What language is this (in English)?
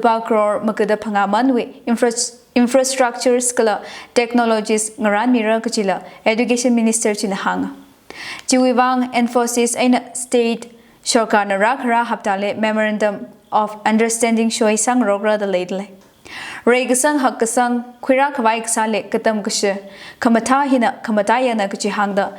Tangkhul Naga (India)